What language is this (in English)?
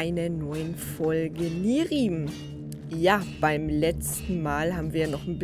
German